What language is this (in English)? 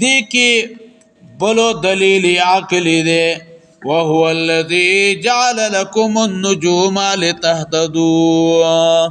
Pashto